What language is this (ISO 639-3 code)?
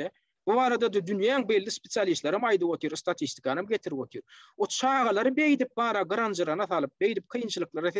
tuk